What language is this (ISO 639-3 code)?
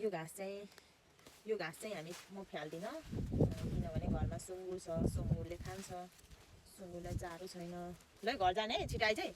nep